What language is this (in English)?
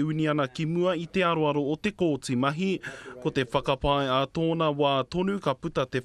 Māori